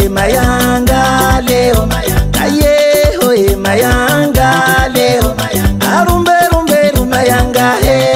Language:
Swahili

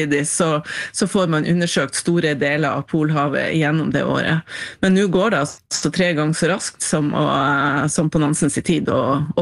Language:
Norwegian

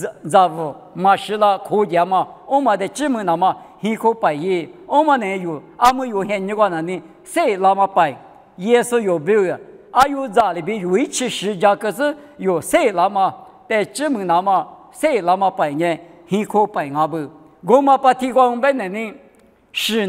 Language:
Lisu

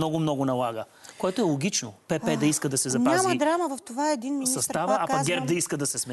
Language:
Bulgarian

